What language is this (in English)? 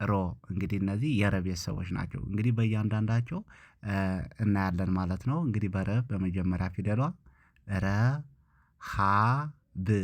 Amharic